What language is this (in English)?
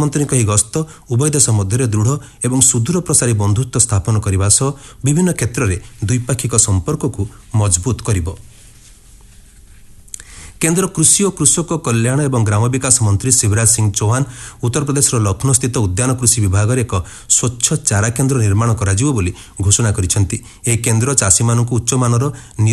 Odia